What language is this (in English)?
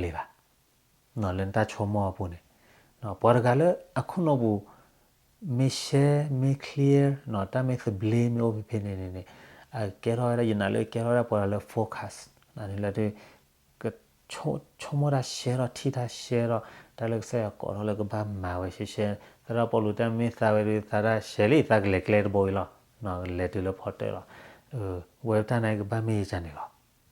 S'gaw Karen